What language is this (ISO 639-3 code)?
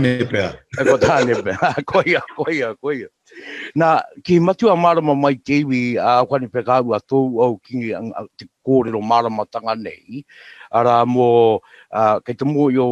mri